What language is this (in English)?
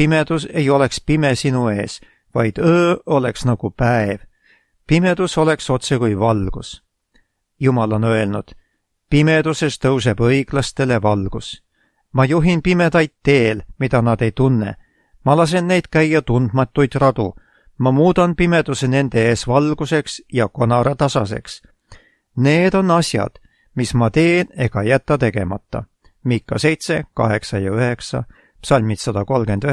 Estonian